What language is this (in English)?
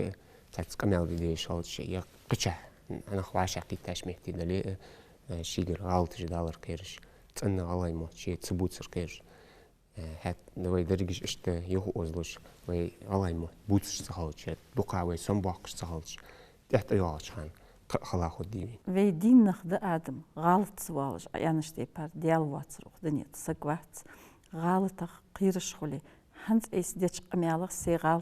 Ingush